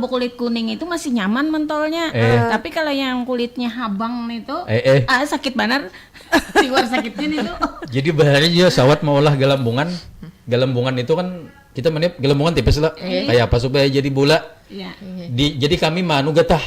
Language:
Banjar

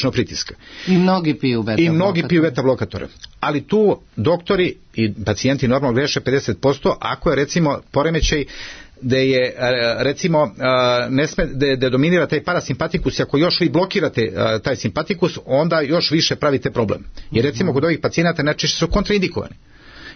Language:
Serbian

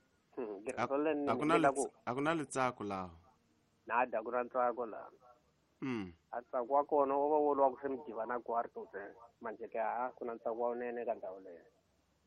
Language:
Tsonga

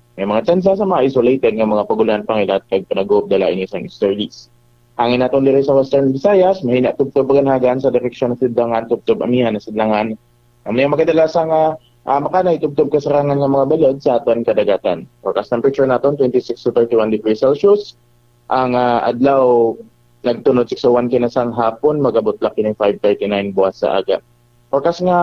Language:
Hiligaynon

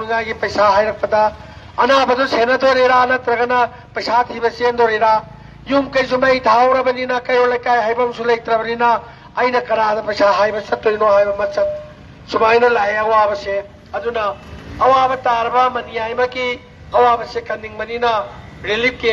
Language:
Manipuri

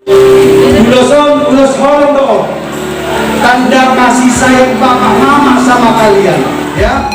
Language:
Batak Toba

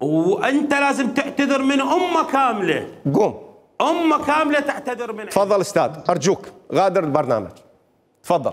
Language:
Mesopotamian Arabic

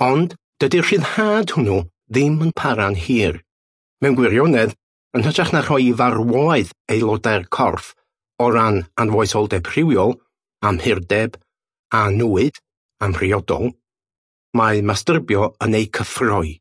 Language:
Welsh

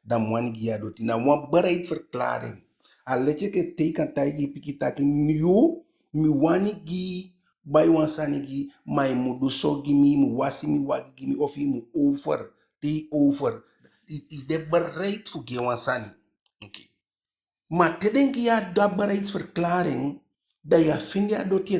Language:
Eastern Maroon Creole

